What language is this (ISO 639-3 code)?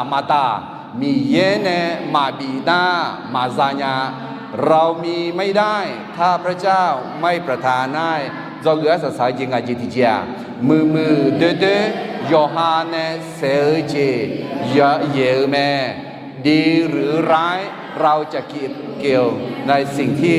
ahk